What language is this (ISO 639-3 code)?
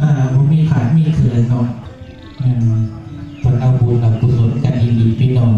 tts